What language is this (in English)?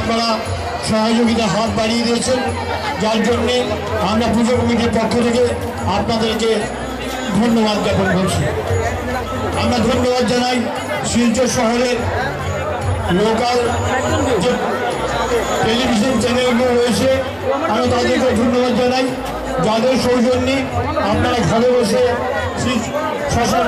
Bangla